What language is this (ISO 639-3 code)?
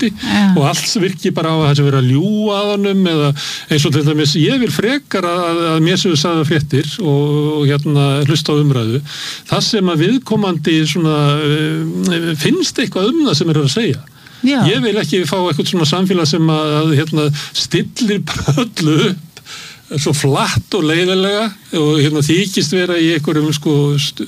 isl